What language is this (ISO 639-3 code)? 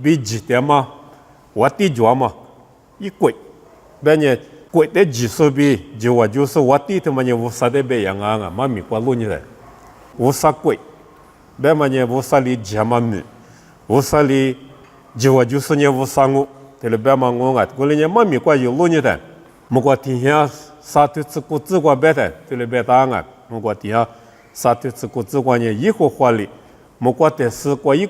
lis